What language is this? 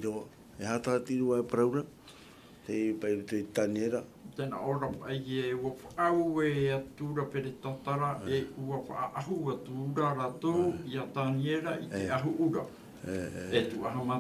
Tahitian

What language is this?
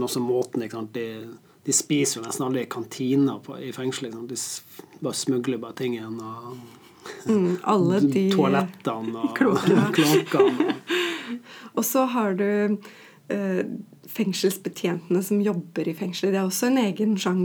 Norwegian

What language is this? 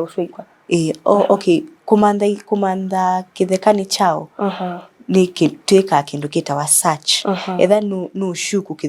Kamba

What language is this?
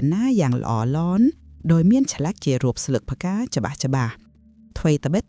Khmer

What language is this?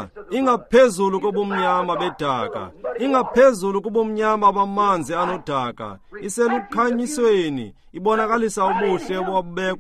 Xhosa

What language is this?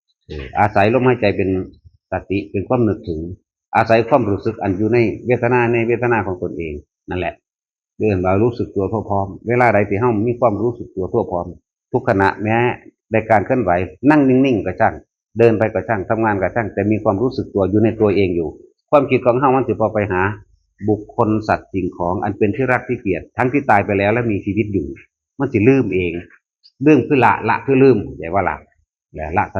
Northeastern Thai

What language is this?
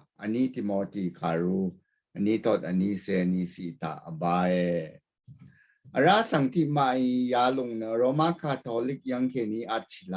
Rawang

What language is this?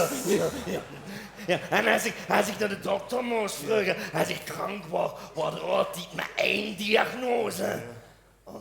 Limburgish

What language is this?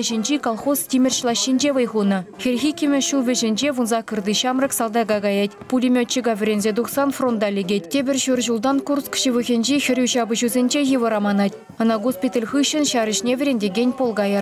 Chuvash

